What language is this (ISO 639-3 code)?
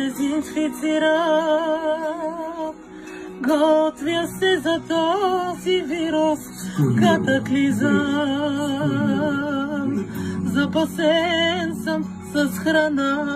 bul